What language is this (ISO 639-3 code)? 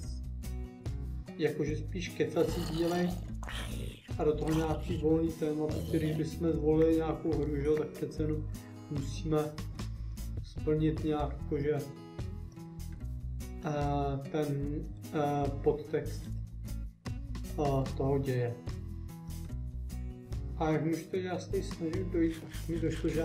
ces